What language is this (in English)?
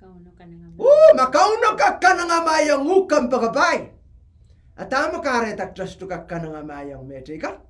Pohnpeian